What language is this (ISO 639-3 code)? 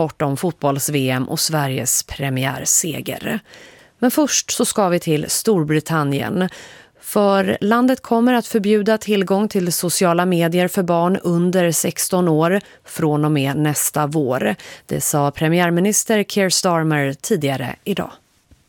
swe